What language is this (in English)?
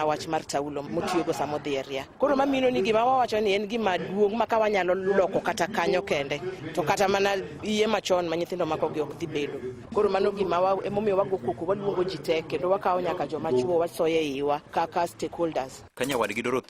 Luo (Kenya and Tanzania)